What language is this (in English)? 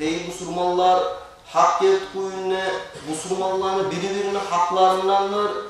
Kumyk